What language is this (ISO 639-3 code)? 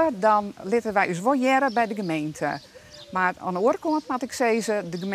fry